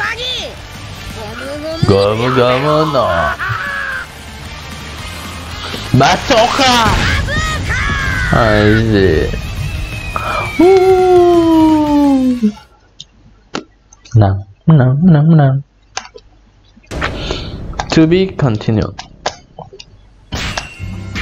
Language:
Indonesian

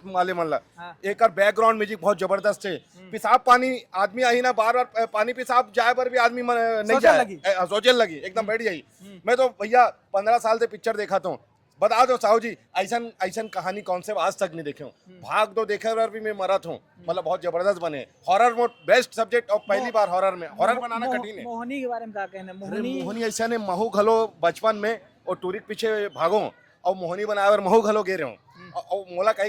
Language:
Chhattisgarhi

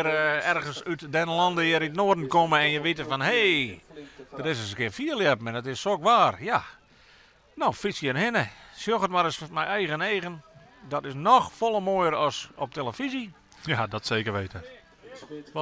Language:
Western Frisian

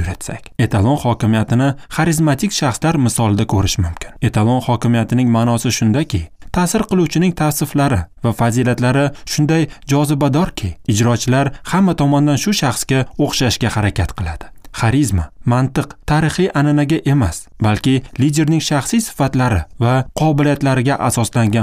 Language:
Uzbek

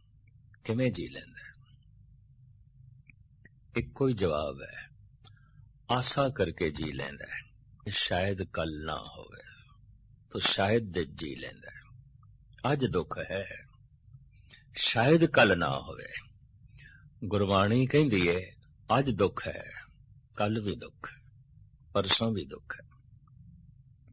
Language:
Punjabi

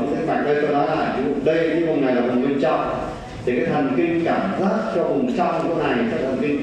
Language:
Vietnamese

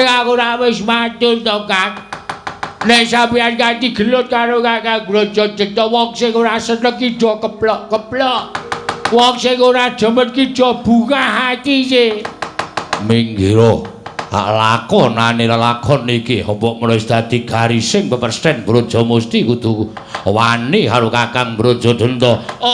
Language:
Javanese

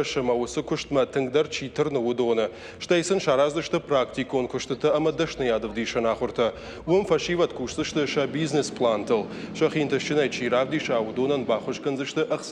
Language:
Ossetic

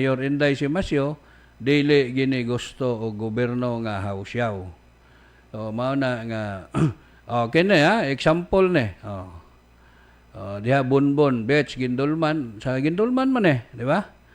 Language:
Cebuano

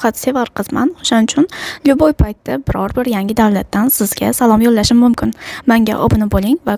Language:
Uzbek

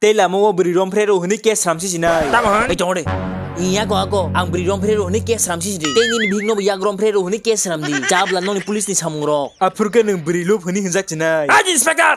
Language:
Kok Borok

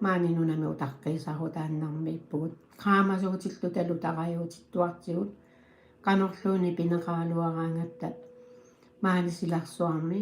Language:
Kalaallisut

